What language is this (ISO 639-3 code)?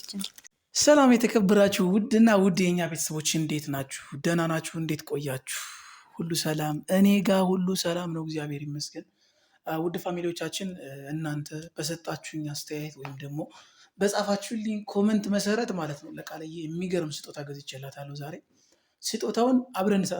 amh